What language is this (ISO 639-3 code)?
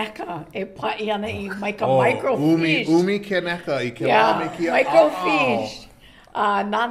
haw